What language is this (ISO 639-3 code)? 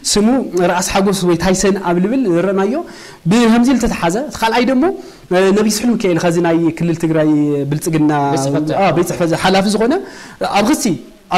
tir